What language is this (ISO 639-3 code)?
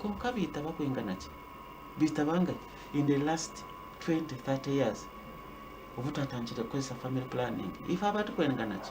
nyn